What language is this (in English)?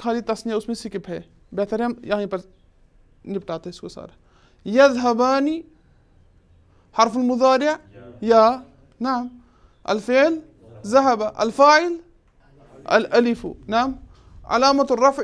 Urdu